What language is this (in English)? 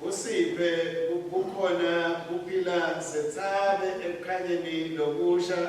Swati